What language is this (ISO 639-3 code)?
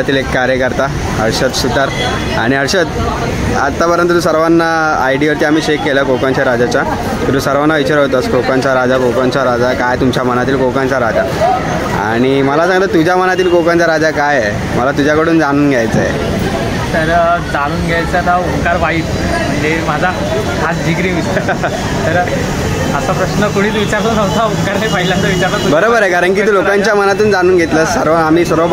mar